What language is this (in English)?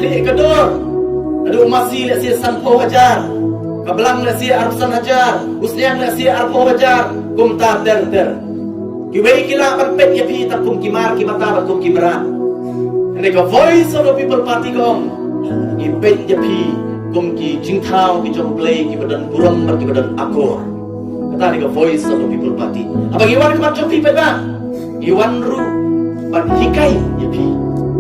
Khasi